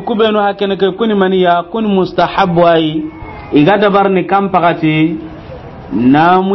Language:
Soninke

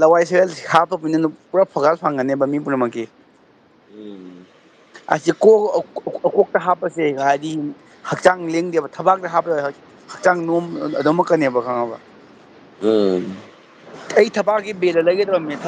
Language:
Manipuri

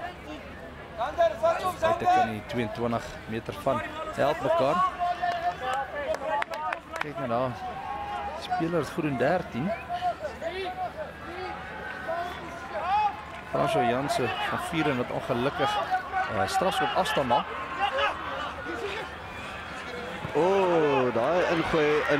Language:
Afrikaans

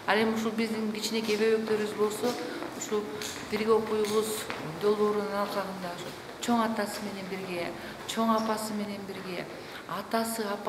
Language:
Kyrgyz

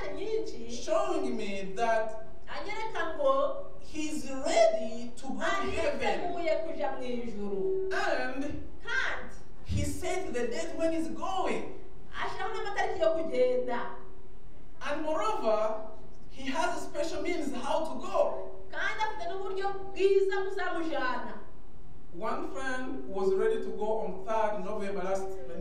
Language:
Kinyarwanda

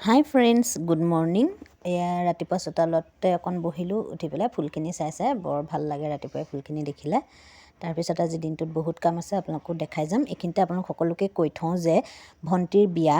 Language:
Assamese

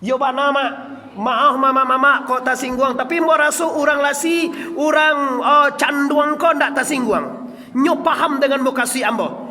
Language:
Minangkabau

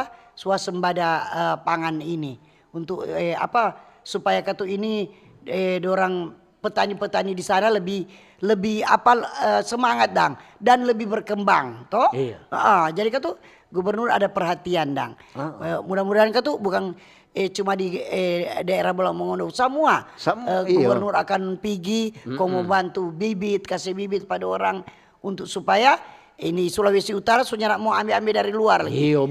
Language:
Manado Malay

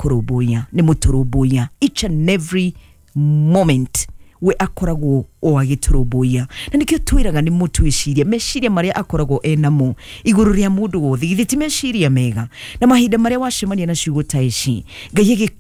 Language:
Kikuyu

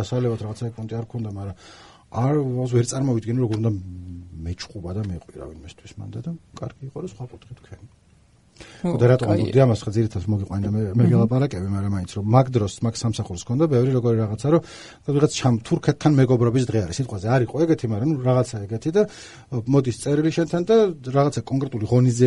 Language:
Georgian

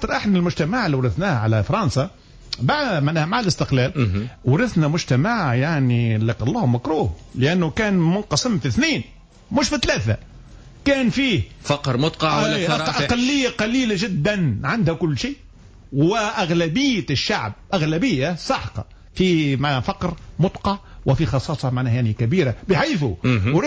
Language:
Tunisian Arabic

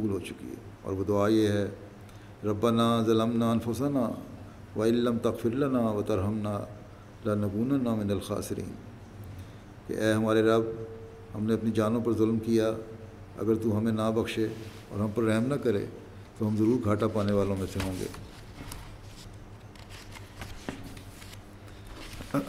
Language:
Urdu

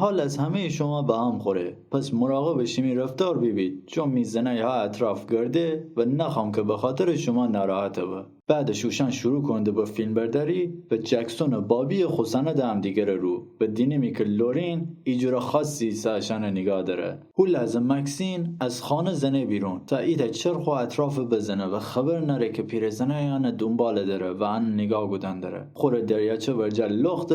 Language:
Gilaki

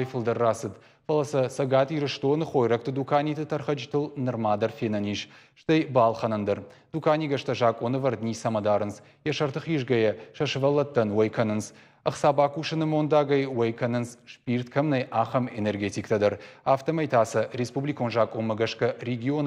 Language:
Ossetic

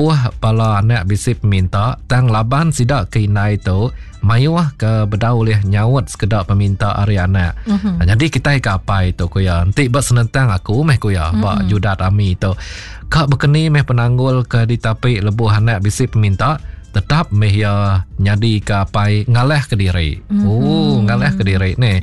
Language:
Iban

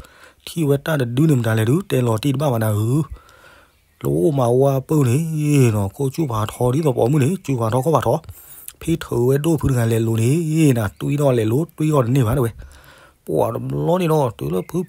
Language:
S'gaw Karen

